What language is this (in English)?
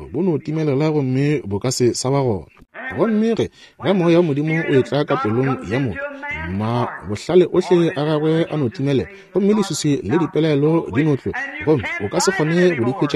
Northern Sotho